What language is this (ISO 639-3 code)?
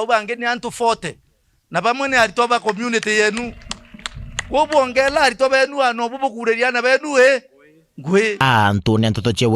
mer